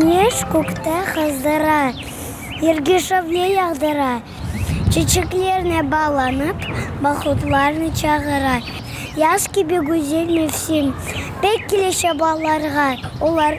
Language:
Crimean Tatar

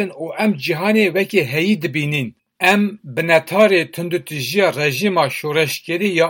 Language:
Kurdish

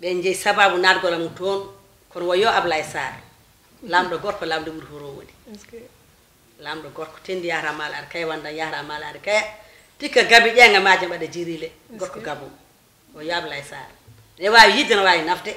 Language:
Fula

